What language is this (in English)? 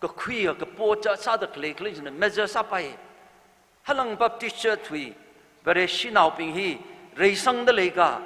Tangkhul Naga (India)